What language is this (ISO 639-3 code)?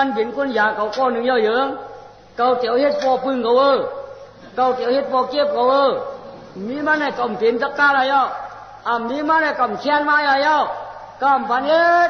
shn